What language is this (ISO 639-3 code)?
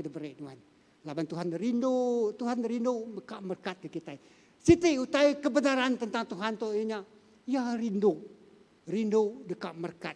iba